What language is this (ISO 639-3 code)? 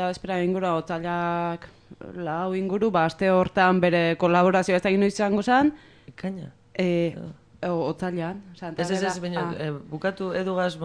eus